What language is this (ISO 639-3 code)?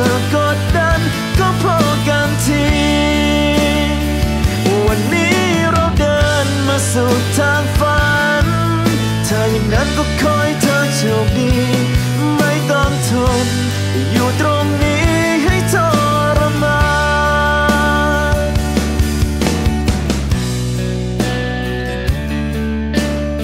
tha